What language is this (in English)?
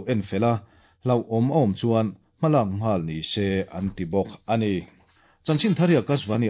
Mizo